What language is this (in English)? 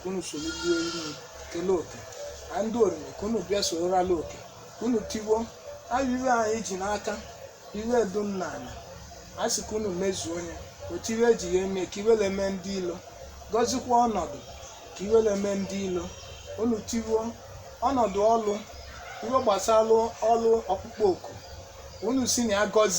Igbo